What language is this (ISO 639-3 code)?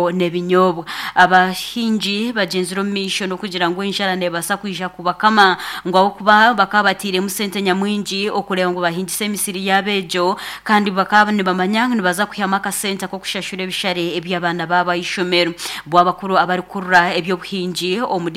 nyn